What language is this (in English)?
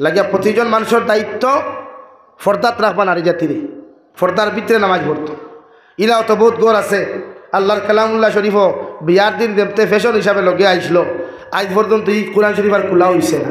Sylheti